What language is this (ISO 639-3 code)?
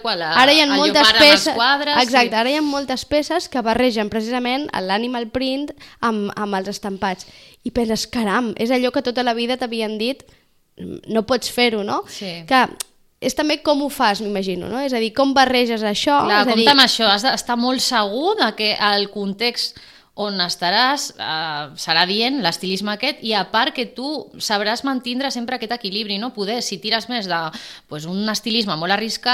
cat